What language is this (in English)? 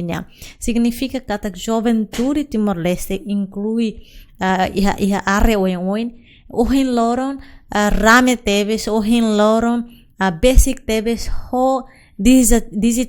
Tetum